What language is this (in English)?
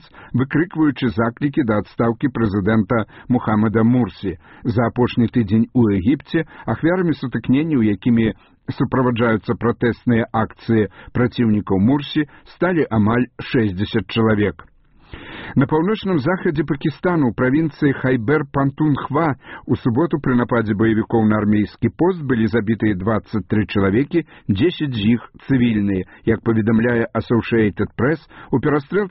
Belarusian